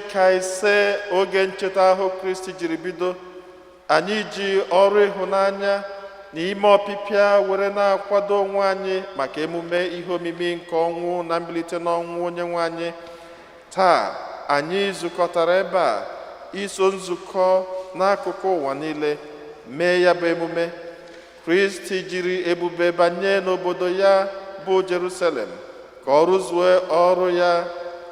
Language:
Igbo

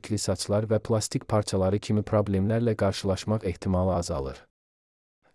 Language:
Azerbaijani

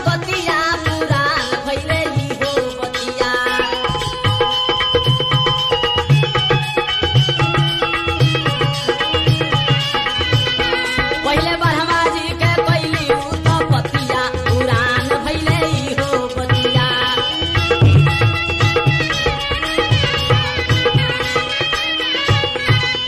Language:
Bhojpuri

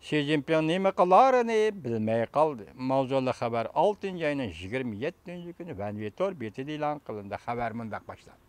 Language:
Uyghur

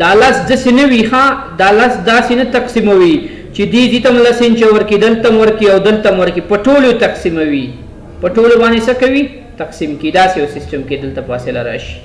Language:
Pashto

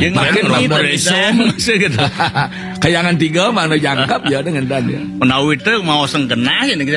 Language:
Balinese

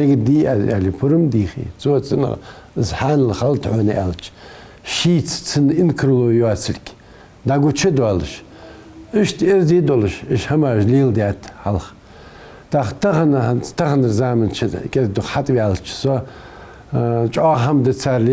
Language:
Ingush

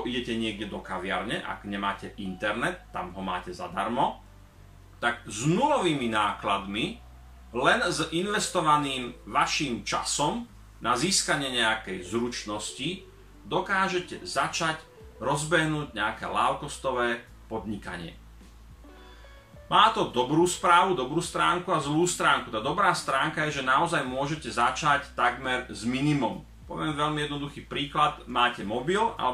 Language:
Slovak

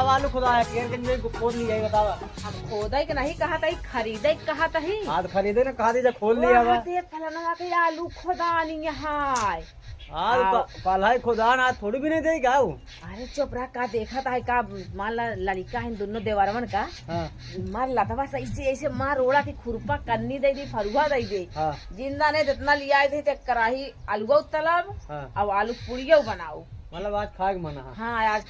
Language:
Awadhi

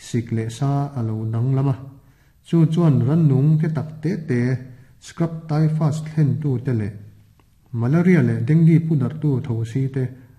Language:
Mizo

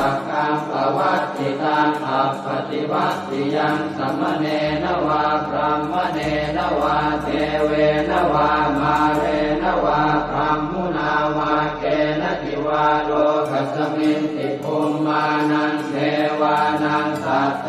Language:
Pali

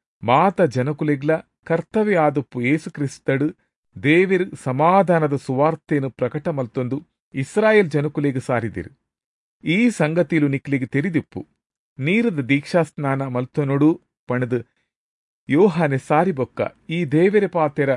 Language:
Tulu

